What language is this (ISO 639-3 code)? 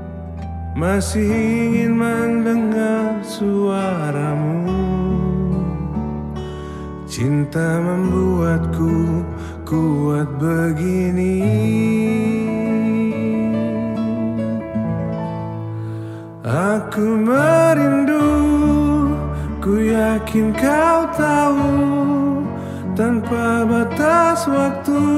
ind